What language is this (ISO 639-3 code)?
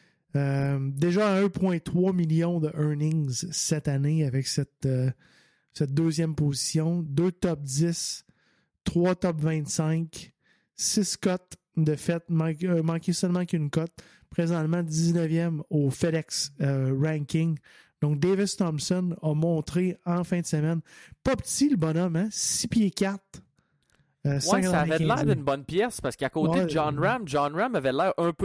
fra